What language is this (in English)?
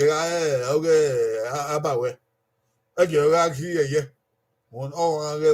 Bini